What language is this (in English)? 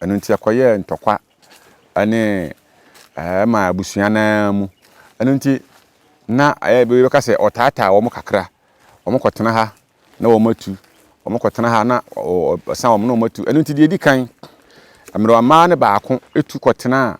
Akan